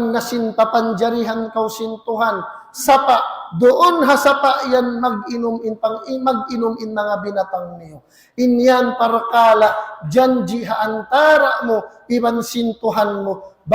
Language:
Tausug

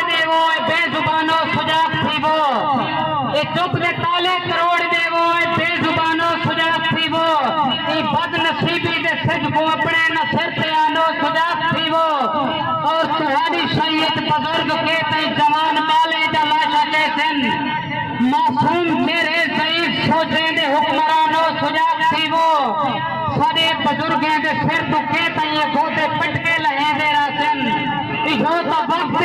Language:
Saraiki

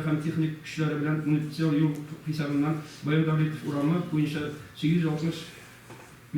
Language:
Tatar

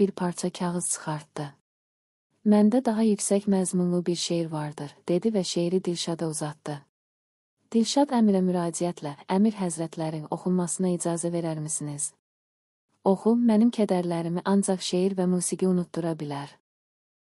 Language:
Azerbaijani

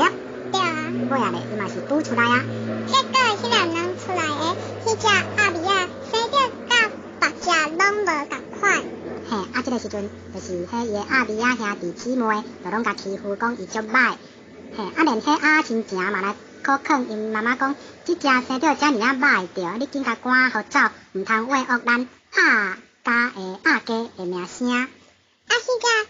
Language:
Min Nan Chinese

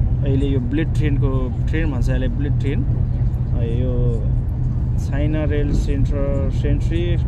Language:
Nepali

